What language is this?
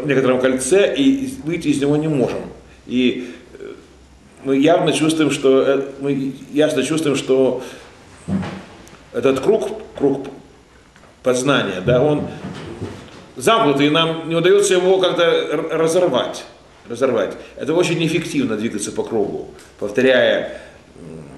Russian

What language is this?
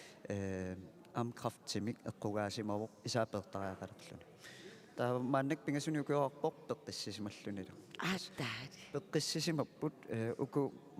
Kalaallisut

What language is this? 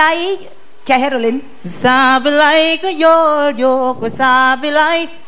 Khmer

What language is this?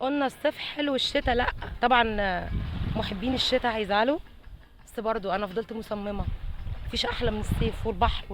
Egyptian Arabic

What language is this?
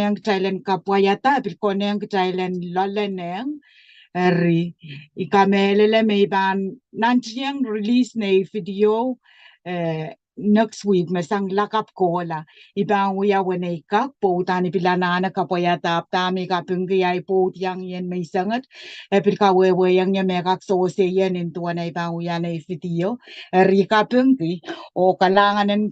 Pohnpeian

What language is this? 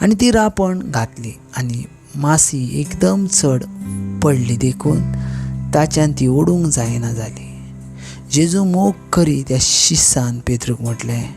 Konkani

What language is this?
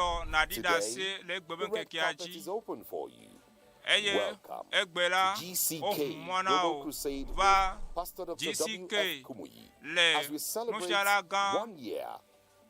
Ewe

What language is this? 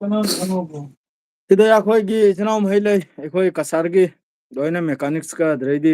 Manipuri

